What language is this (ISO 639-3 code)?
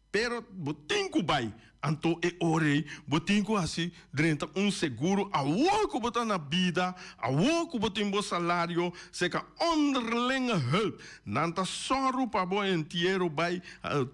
pap